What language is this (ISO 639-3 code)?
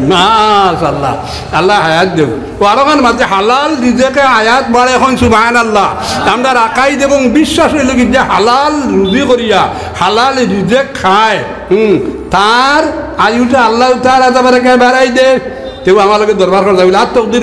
syl